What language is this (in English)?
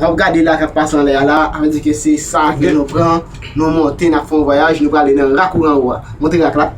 Haitian Creole